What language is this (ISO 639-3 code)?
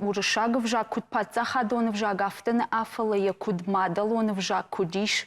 oss